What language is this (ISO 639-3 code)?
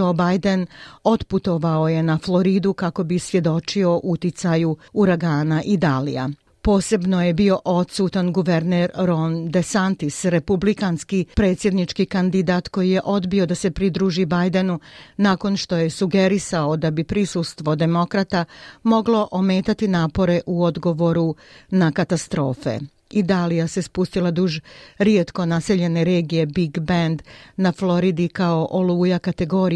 bos